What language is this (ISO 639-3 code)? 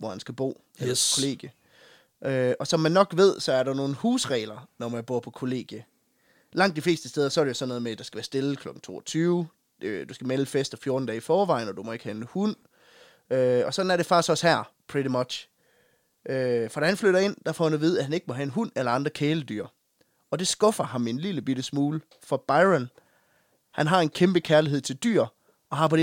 dan